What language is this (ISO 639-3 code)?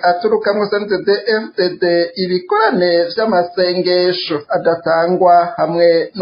run